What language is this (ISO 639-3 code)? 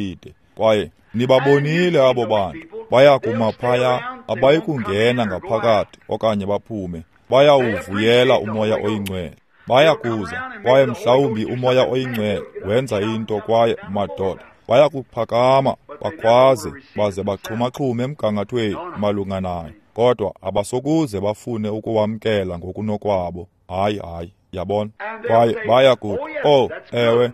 xho